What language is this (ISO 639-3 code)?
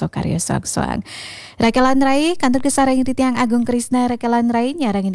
ban